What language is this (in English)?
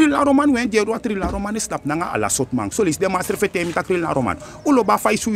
Sranan Tongo